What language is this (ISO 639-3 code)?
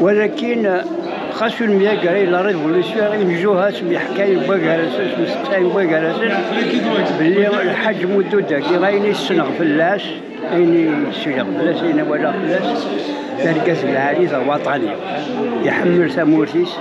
kab